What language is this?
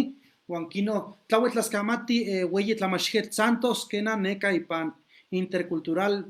Eastern Huasteca Nahuatl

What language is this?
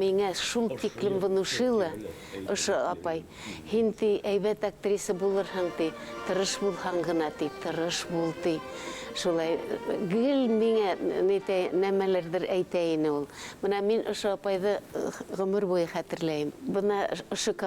Bashkir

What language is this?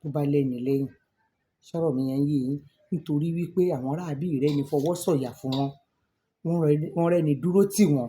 Yoruba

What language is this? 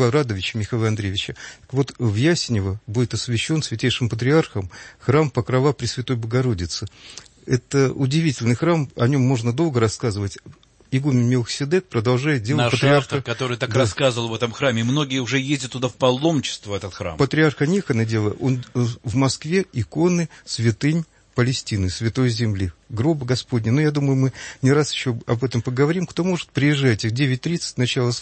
Russian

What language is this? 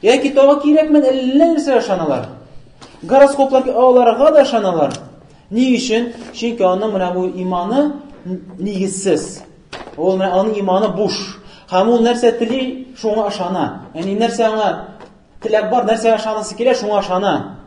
Tatar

